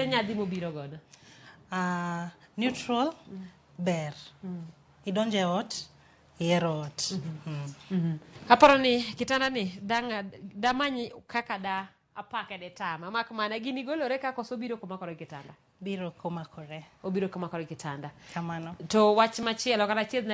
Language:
Luo (Kenya and Tanzania)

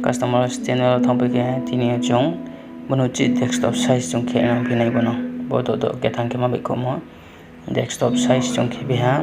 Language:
Riang (India)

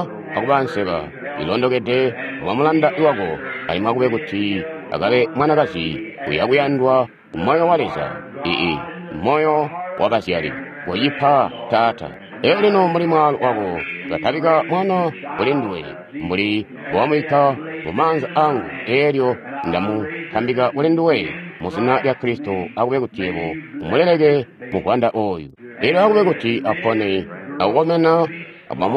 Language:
Tonga (Zambia)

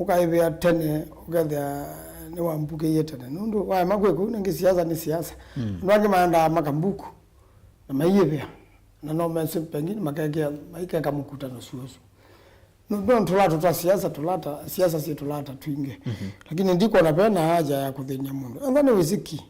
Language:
Kamba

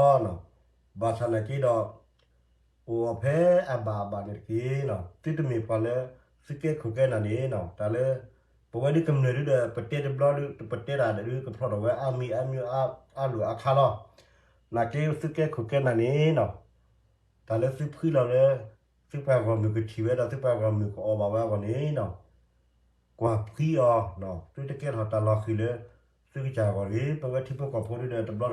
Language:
S'gaw Karen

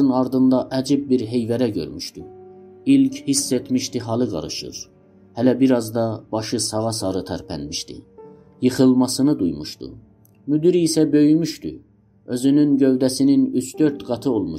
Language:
South Azerbaijani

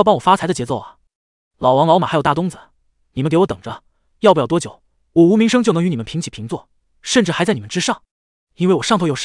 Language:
Chinese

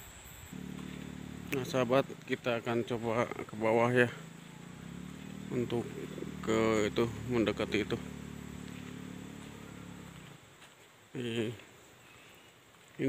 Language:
Indonesian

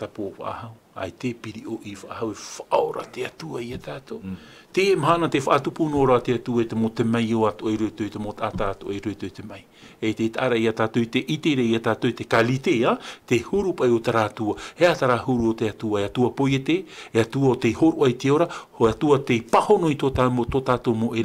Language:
Tahitian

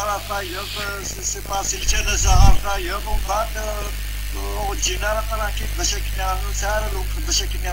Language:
Kabyle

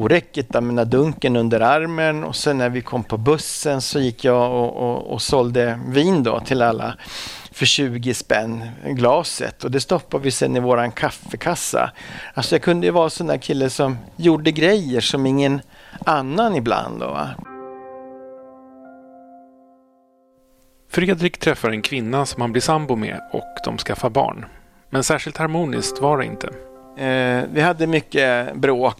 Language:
Swedish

